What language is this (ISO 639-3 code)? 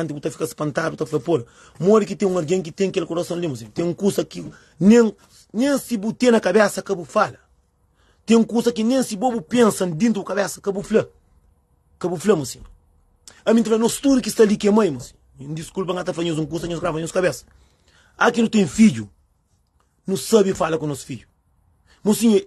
kea